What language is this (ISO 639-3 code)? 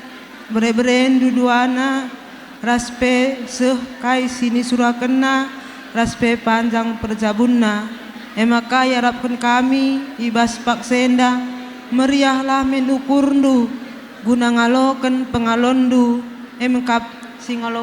btx